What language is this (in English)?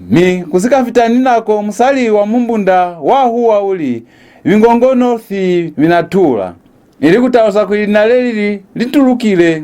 Lozi